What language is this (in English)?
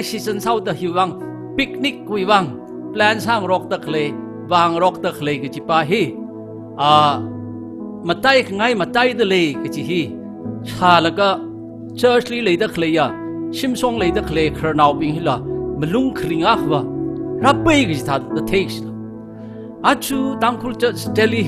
Tangkhul Naga (India)